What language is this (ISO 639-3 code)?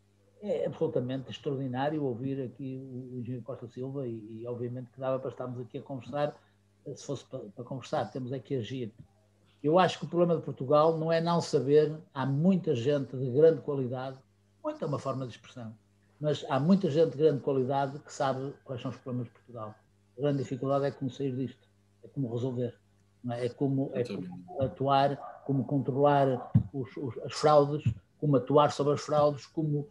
por